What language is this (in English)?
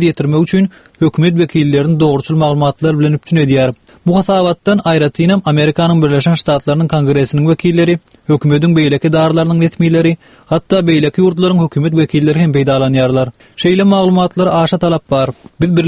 Turkmen